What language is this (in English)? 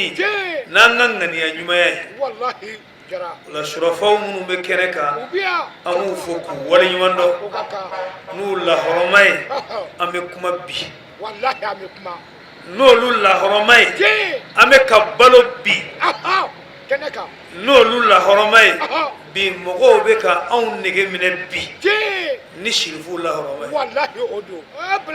Bambara